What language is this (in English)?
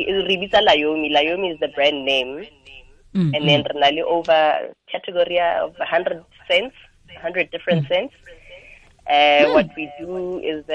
Tswana